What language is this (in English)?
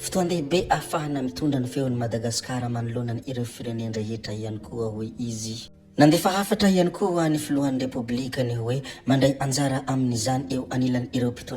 Malagasy